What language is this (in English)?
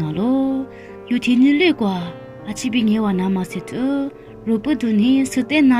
Lisu